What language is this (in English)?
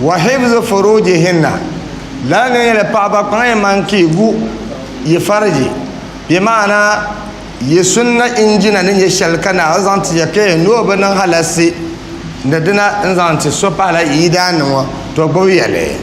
Dagbani